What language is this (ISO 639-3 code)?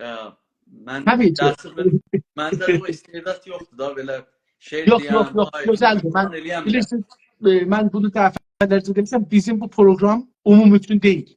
azb